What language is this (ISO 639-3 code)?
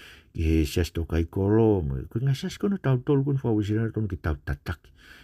ton